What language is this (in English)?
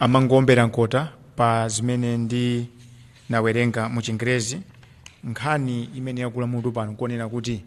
Nyanja